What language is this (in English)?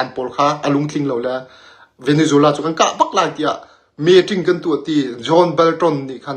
Hakha Chin